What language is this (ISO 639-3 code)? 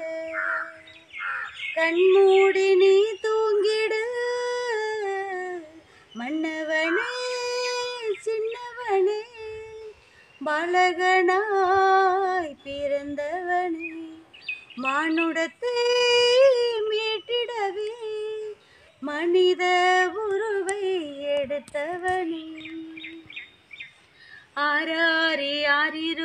tam